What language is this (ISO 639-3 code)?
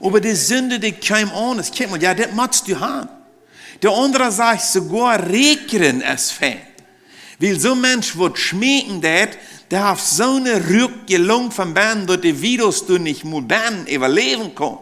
pdt